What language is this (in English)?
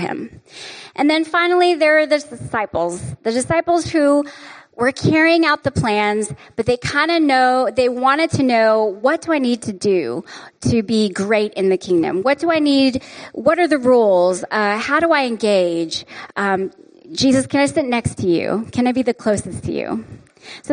English